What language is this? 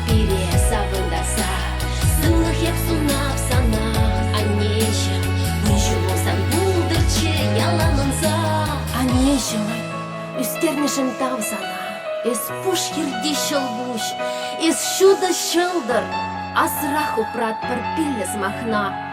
Chuvash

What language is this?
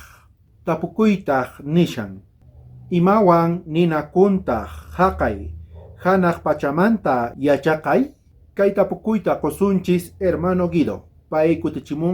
South Bolivian Quechua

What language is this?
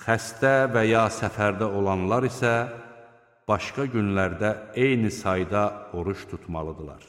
Azerbaijani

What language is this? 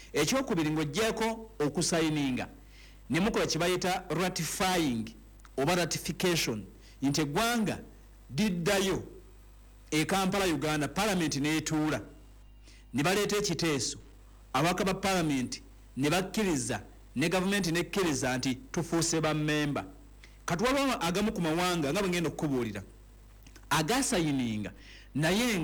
Ganda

